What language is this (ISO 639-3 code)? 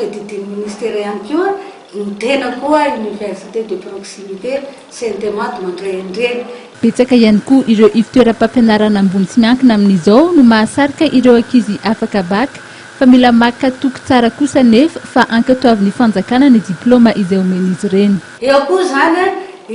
mlg